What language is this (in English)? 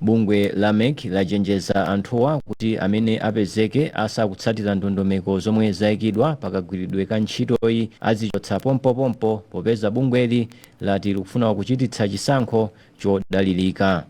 Nyanja